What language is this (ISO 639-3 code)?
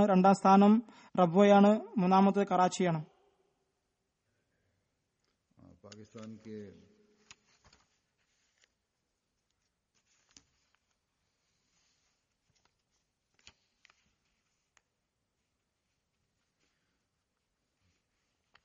mal